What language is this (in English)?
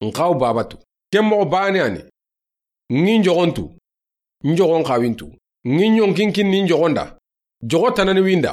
Soninke